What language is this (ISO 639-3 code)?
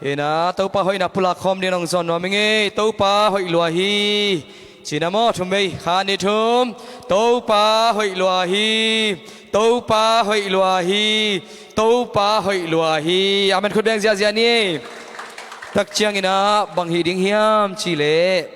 ctd